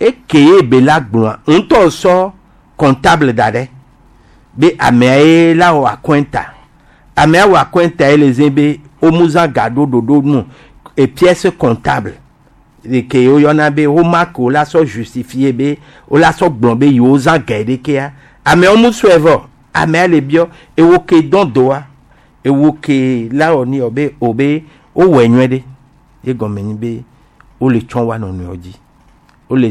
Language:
Gen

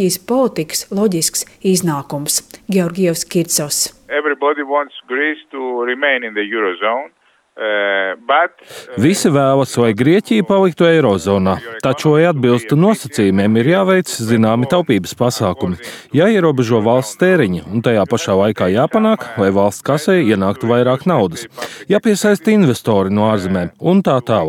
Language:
Latvian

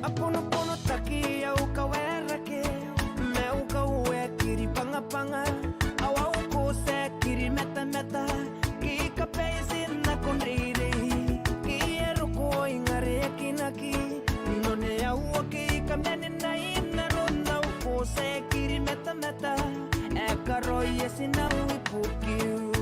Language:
Gilbertese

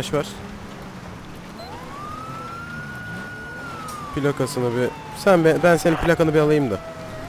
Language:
Turkish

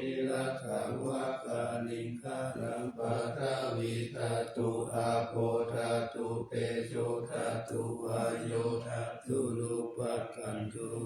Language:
Pali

